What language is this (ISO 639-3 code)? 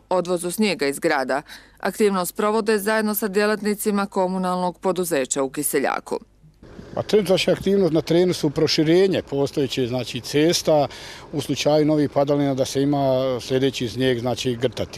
bos